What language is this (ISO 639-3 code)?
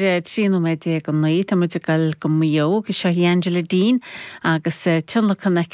gle